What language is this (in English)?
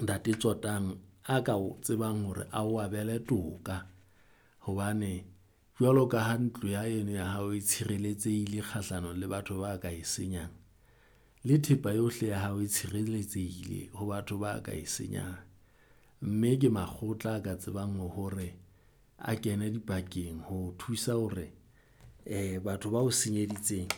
Southern Sotho